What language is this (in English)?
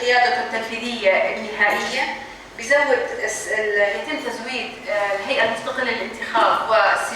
North Levantine Arabic